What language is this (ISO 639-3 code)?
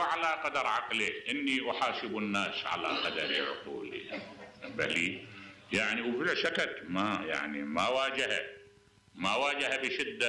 acm